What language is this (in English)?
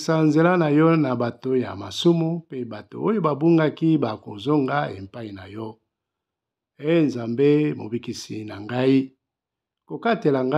Lingala